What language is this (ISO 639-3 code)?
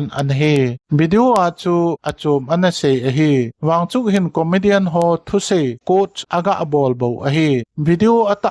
tcz